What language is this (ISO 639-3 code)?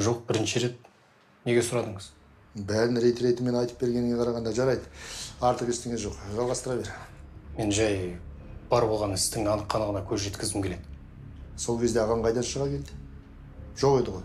kaz